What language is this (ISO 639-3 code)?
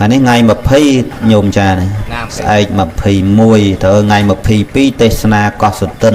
khm